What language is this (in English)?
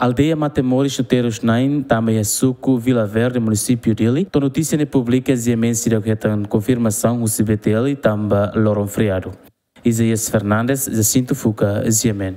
Tetum